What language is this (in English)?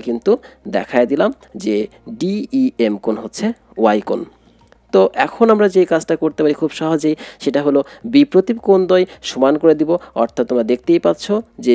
Bangla